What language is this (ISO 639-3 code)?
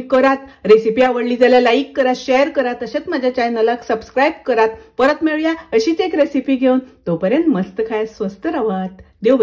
kok